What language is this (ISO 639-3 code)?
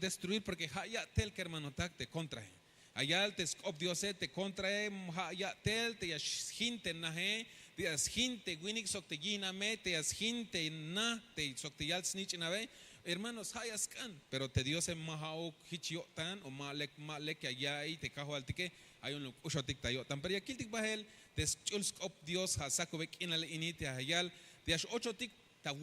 tzh